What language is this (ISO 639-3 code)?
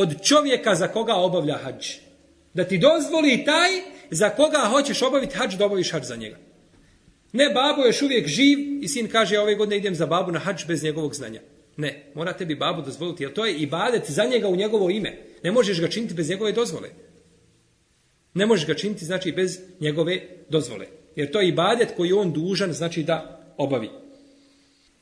bos